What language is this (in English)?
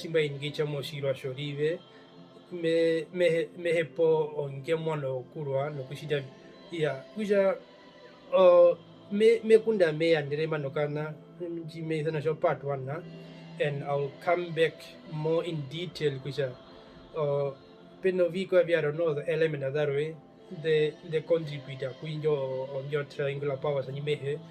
Herero